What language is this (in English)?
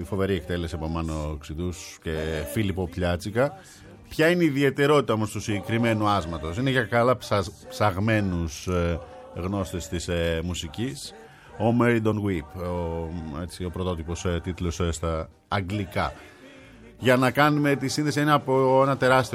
Greek